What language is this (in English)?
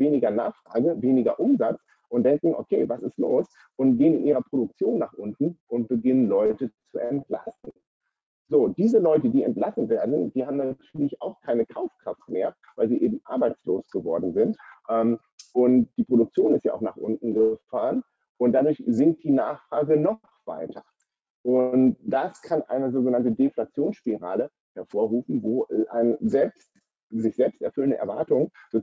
German